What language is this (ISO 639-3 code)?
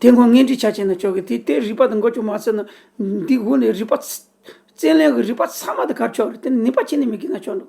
bod